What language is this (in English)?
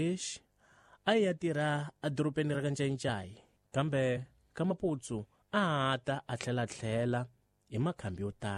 Tsonga